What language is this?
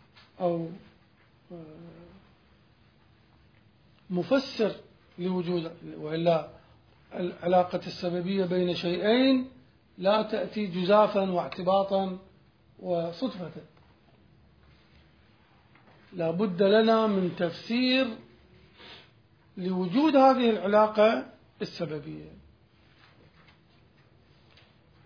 Arabic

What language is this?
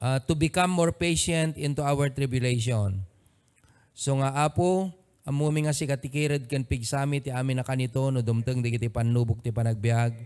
Iloko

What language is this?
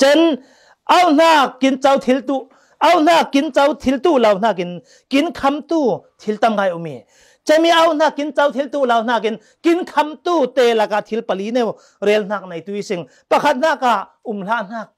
Falam Chin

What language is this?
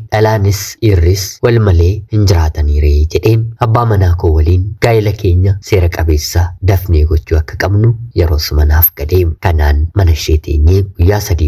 Oromo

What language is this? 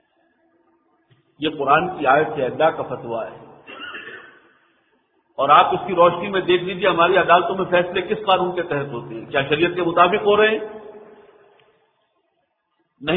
Urdu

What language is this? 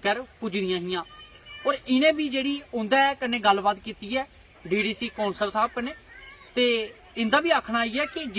Dogri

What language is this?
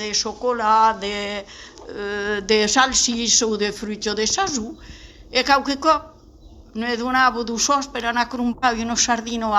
Occitan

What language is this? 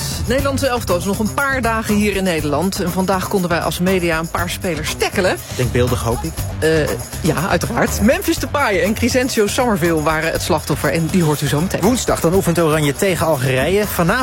Dutch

